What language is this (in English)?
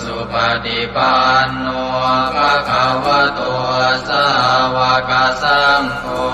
Pali